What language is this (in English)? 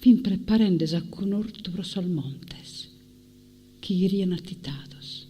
Sardinian